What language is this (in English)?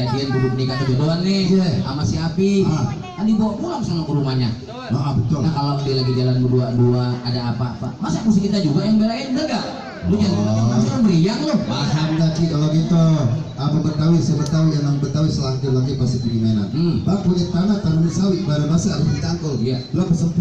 Betawi